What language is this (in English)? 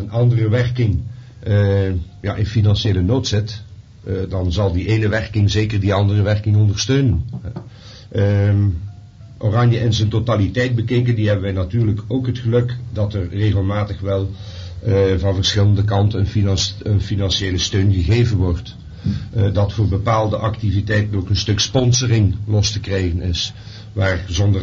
Dutch